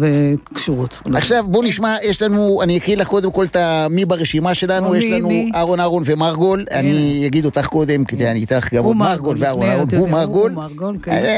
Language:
Hebrew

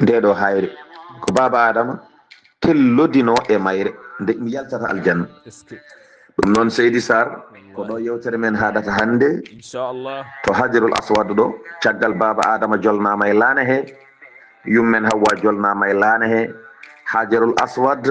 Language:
Fula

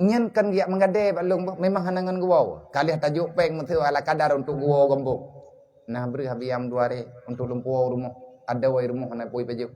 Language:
Achinese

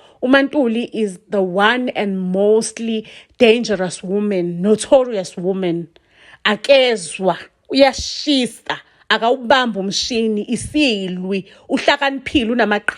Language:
Zulu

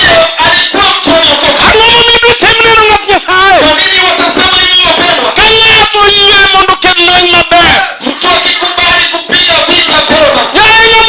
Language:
Luo (Kenya and Tanzania)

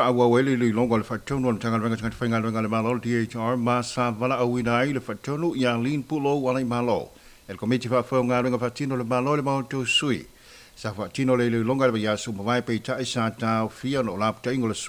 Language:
Samoan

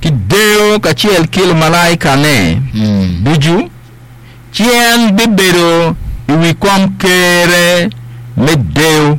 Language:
Acoli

